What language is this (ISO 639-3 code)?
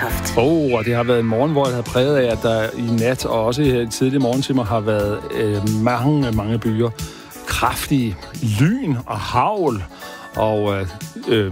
dan